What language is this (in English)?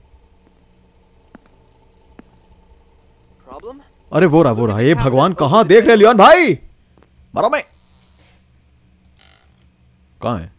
Hindi